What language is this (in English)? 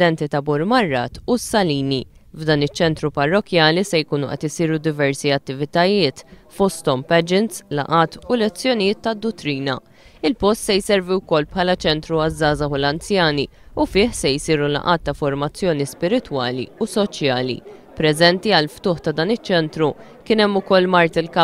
Maltese